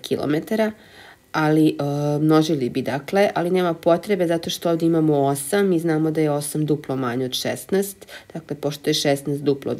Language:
Serbian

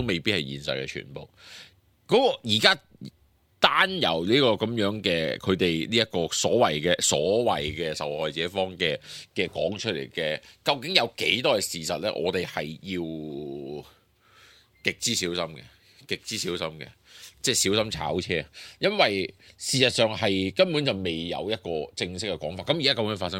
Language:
Cantonese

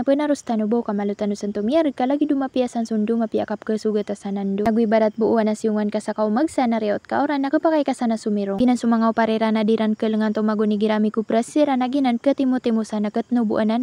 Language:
Maranao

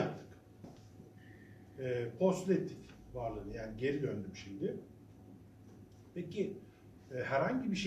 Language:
Turkish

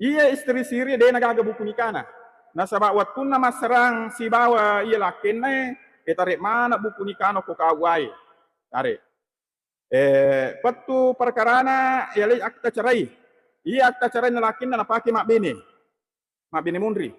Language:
Buginese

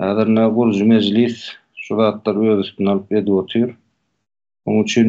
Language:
Turkmen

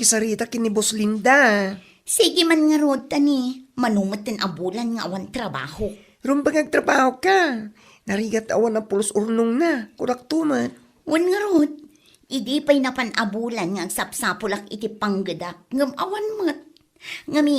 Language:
Iloko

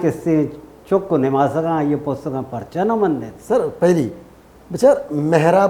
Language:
Baluchi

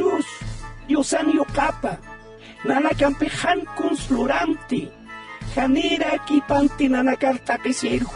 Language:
Aymara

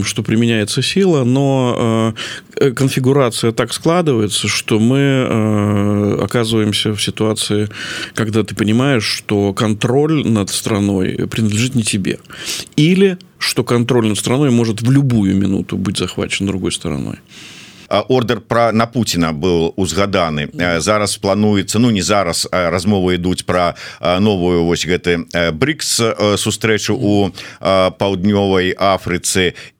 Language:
Belarusian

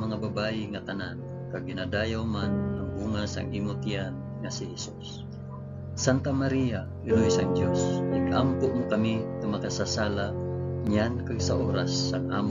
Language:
Hiligaynon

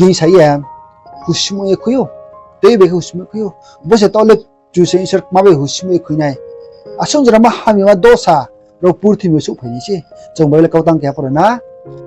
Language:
Riang (India)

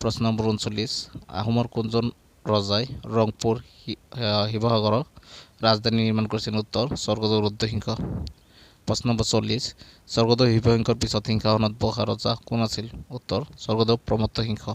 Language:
Assamese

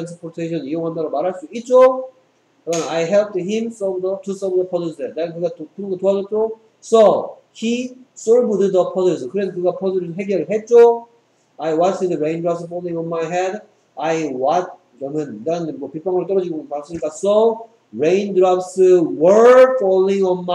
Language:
Korean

